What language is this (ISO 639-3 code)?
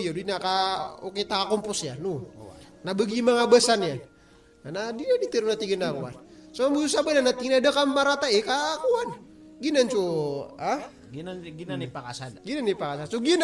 mrw